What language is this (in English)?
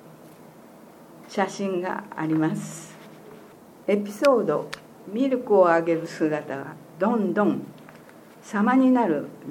Japanese